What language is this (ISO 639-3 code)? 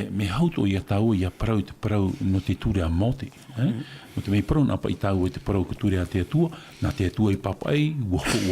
tah